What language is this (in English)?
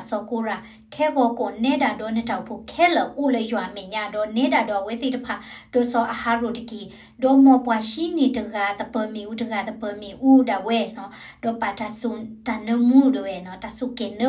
S'gaw Karen